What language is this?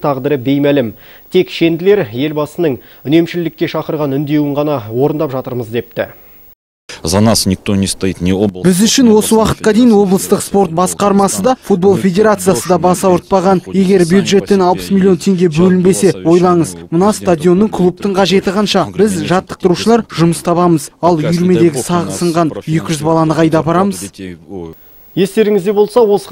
Kazakh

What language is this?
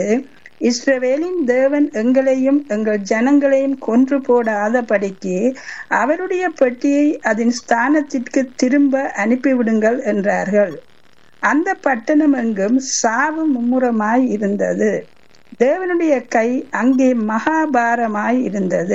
Tamil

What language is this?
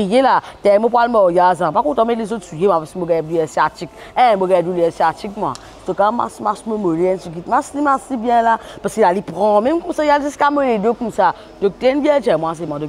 Morisyen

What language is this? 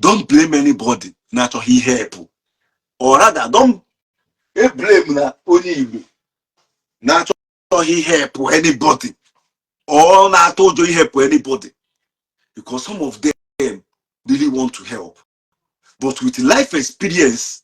Igbo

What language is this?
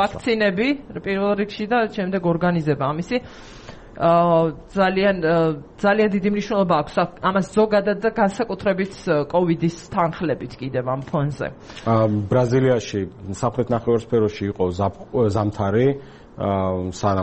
Georgian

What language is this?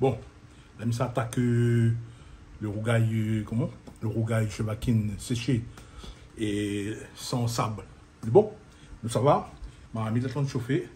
Réunion Creole French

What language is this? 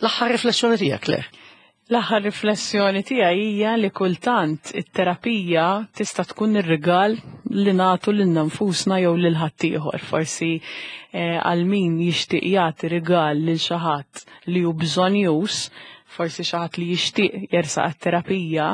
Maltese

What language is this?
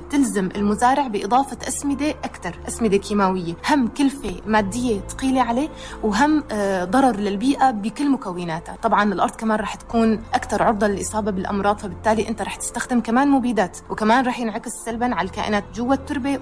North Levantine Arabic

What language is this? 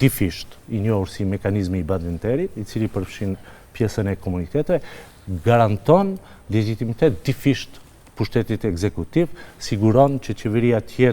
Albanian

